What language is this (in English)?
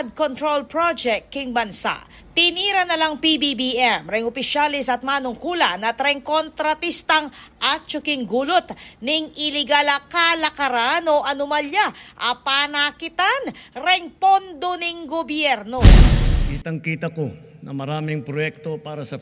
Pampanga